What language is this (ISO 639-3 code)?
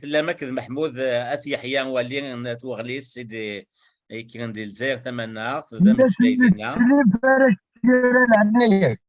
kab